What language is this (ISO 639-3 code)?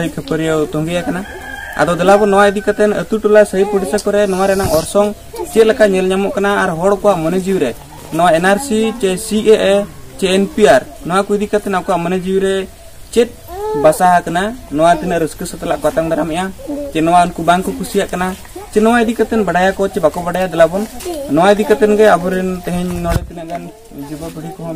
sat